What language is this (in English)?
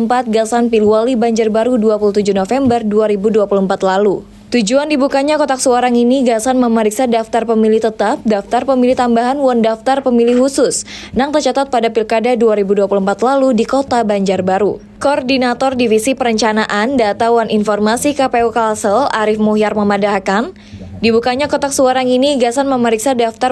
Banjar